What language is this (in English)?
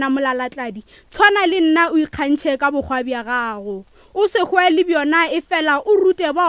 Northern Sotho